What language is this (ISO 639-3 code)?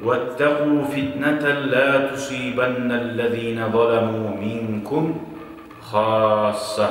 kum